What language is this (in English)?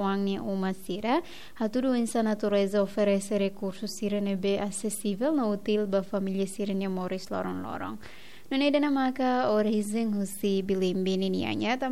Tetum